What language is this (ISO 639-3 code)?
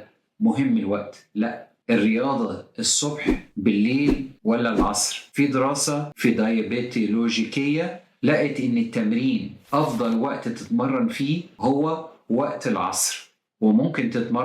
arz